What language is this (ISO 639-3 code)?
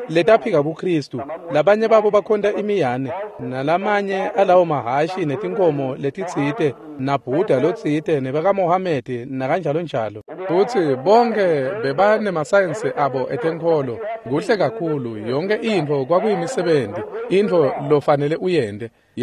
ssw